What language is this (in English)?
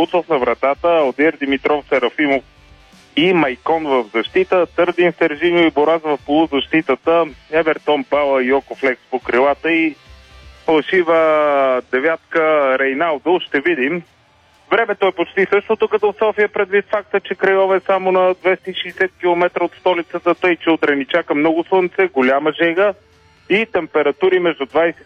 Bulgarian